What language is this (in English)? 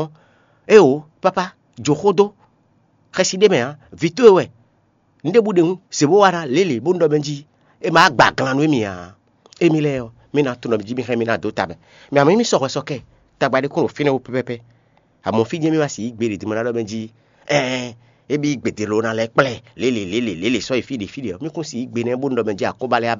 Fon